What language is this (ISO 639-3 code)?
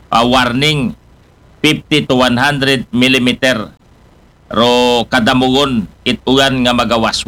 akl